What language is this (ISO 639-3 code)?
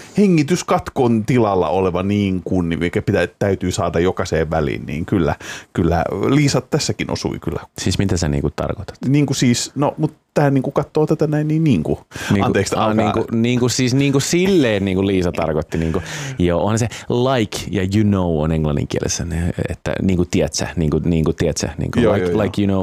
fin